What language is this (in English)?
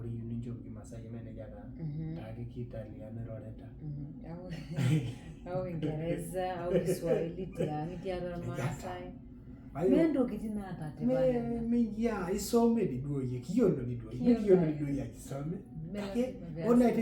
Masai